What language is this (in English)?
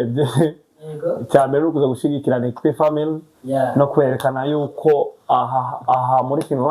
Kinyarwanda